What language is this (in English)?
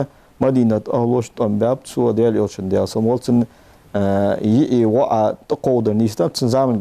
Ingush